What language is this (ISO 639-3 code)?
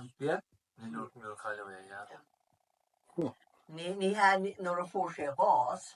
gle